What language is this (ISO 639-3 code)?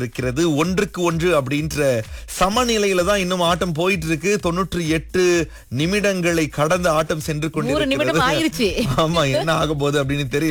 tam